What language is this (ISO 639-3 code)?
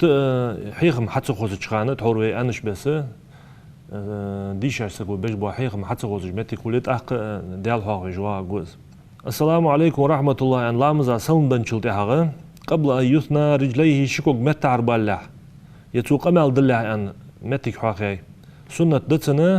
inh